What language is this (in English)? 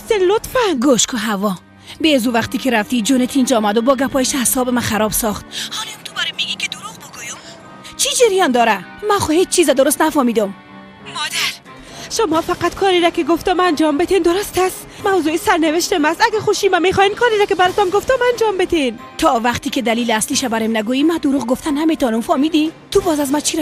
Persian